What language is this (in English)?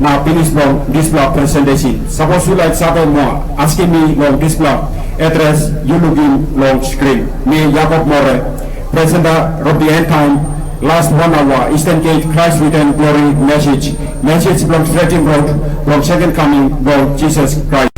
Tok Pisin